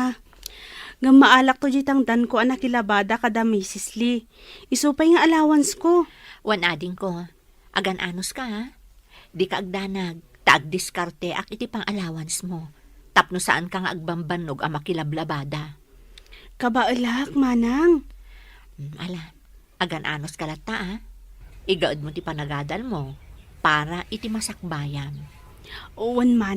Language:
Iloko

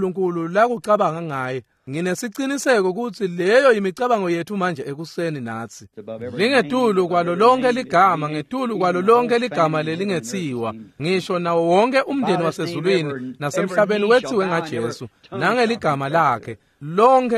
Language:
Swati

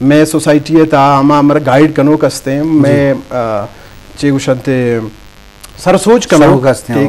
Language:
Eastern Balochi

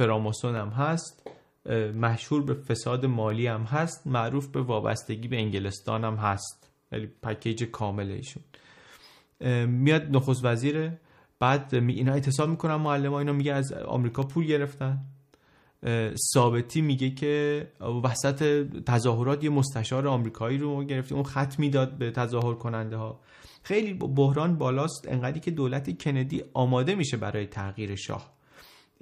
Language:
Persian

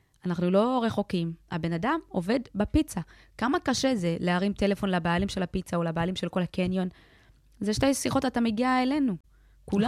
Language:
Hebrew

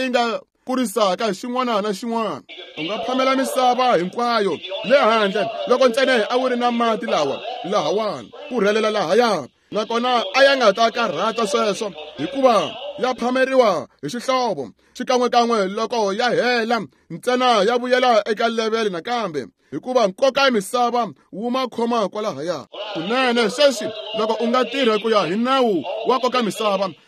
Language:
Tsonga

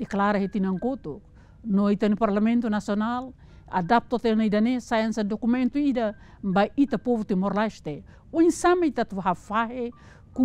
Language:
Tetum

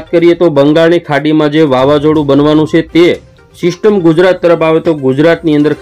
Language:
Gujarati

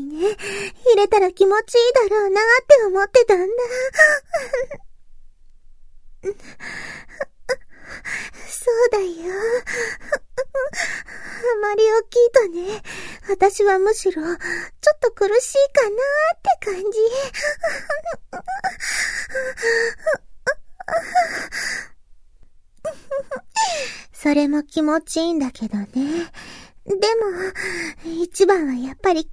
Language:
Japanese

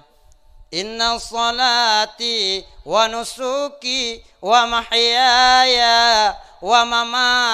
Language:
Achinese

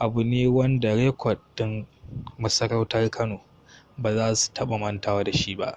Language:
Hausa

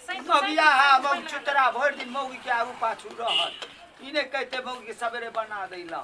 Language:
Maithili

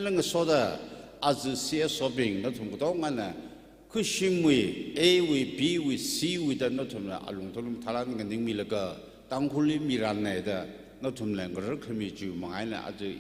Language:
Tangkhul Naga (India)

